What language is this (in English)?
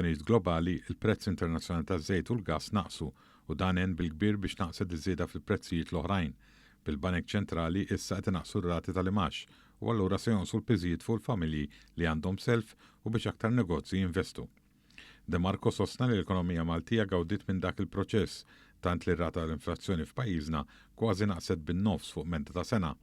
Maltese